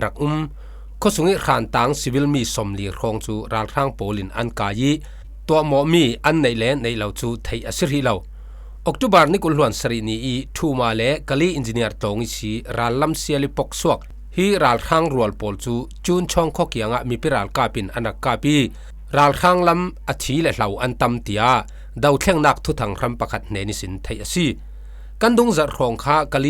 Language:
Falam Chin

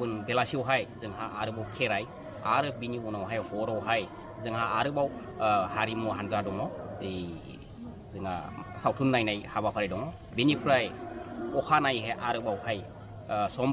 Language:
Bodo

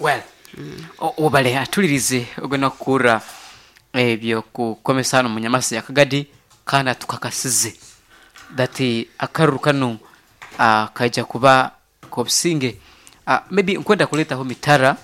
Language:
Nyankole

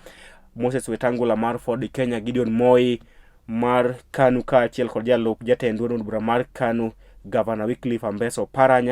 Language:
Luo (Kenya and Tanzania)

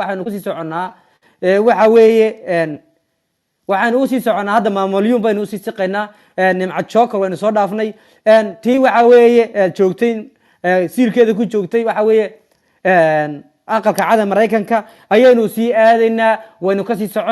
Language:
Somali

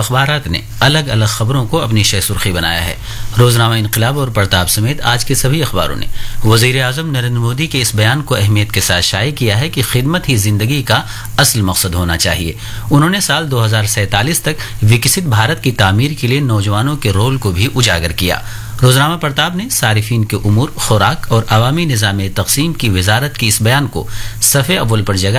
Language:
Urdu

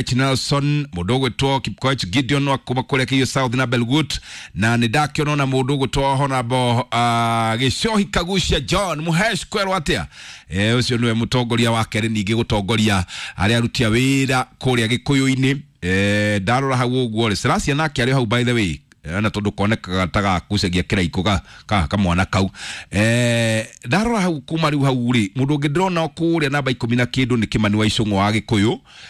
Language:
Kikuyu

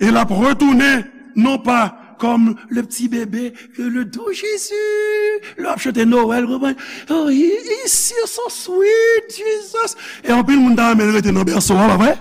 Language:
Haitian Creole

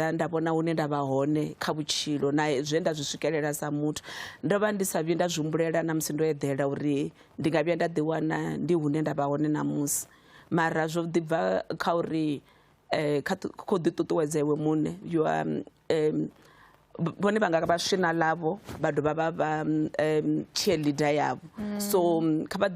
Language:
Venda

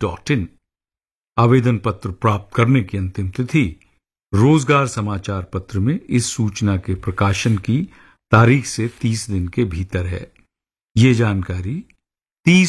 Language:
Hindi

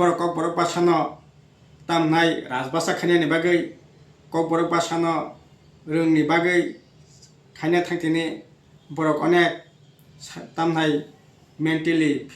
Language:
Kok Borok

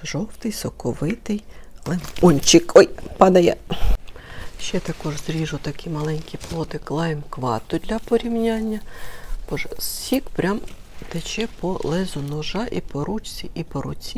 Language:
Ukrainian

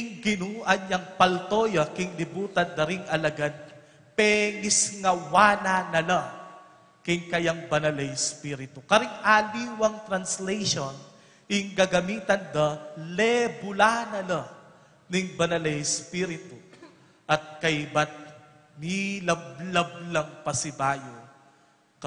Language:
Pampanga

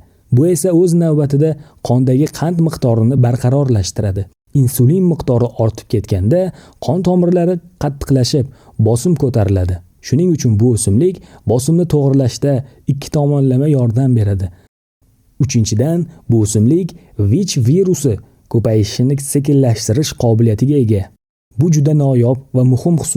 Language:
Uzbek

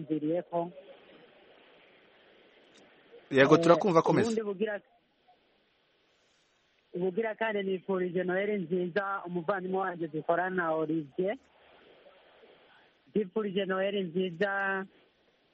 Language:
Kinyarwanda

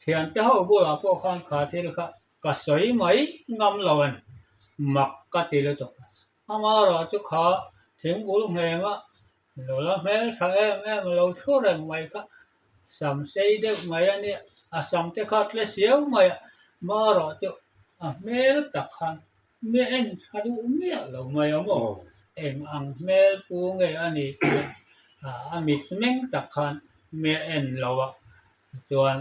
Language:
Mizo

